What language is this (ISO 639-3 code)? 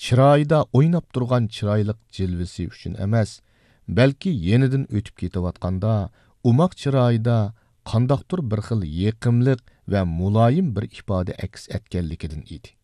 uig